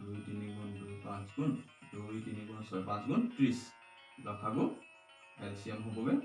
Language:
Assamese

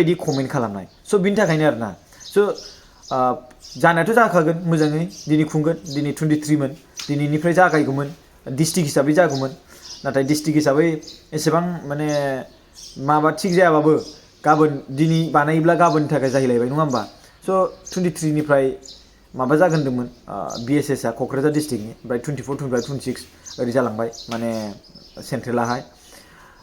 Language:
Bodo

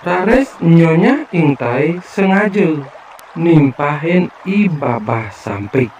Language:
Balinese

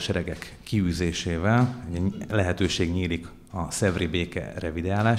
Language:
Hungarian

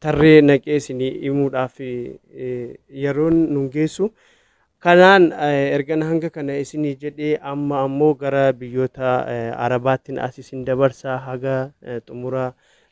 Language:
Oromo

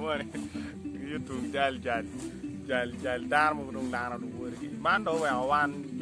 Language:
Acoli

